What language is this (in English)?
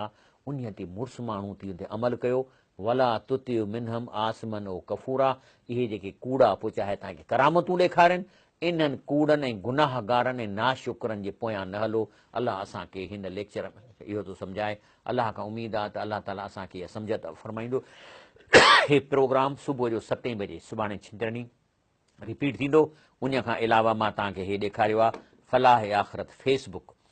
Sindhi